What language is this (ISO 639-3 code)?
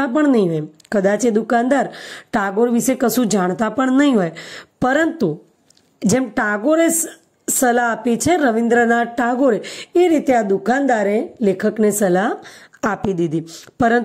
guj